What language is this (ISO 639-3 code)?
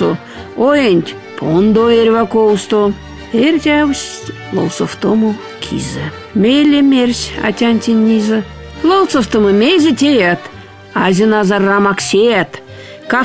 myv